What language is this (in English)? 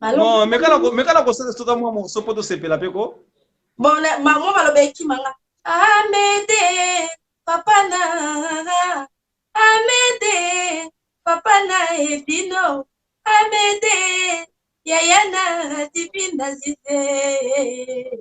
Lingala